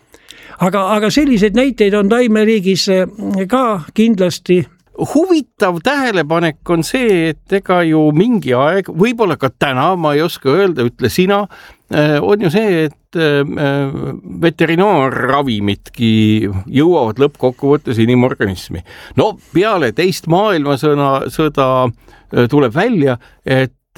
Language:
Estonian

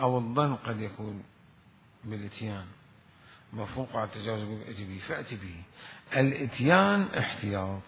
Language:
Mesopotamian Arabic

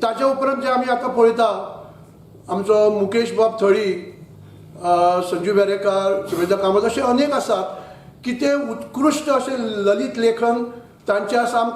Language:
Konkani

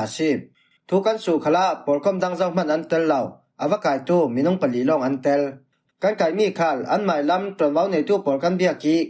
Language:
Falam Chin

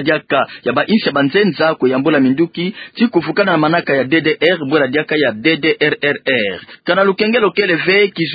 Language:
Kituba (Democratic Republic of Congo)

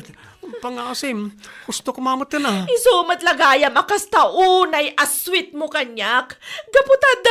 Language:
Iloko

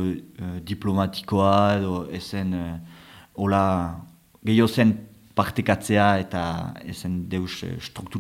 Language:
Basque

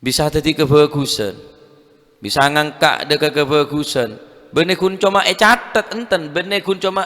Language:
Madurese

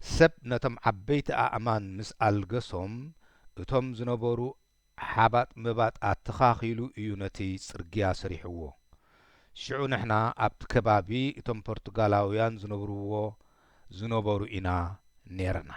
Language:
Tigrinya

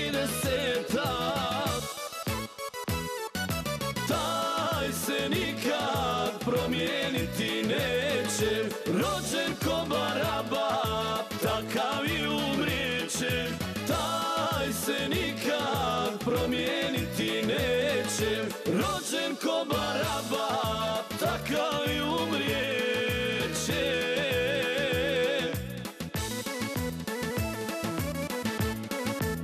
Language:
Croatian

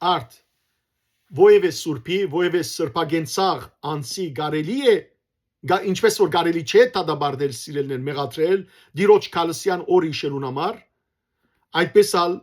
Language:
Western Armenian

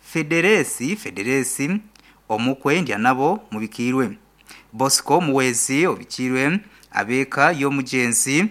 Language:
Nyankole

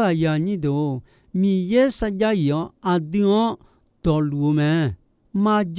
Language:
Akha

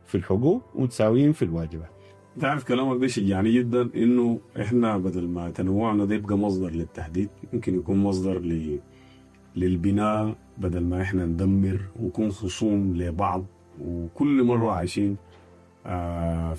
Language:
Sudanese Arabic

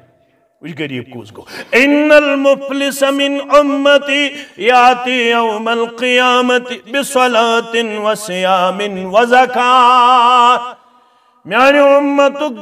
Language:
Kashmiri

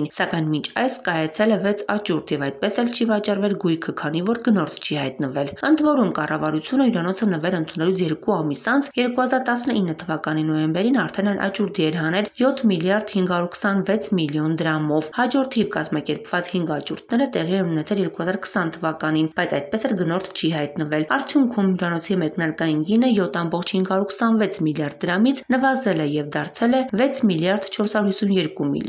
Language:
Armenian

